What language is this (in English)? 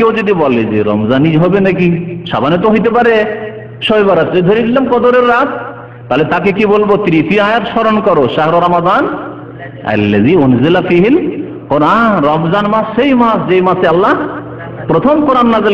Bangla